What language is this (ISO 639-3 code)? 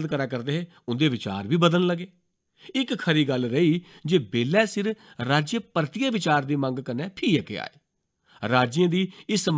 doi